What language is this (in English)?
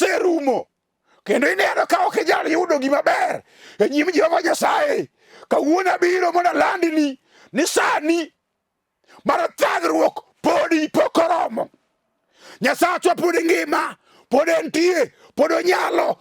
Luo (Kenya and Tanzania)